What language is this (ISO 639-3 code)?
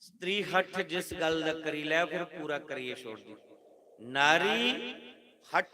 doi